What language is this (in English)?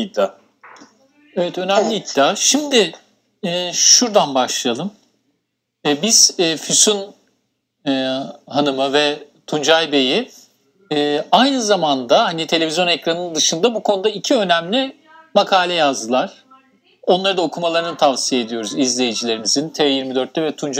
Turkish